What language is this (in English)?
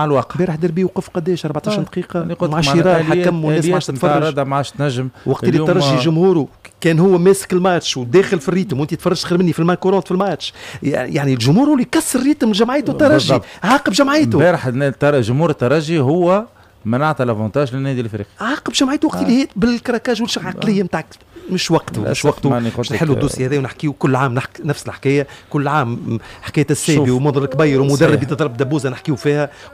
Tunisian Arabic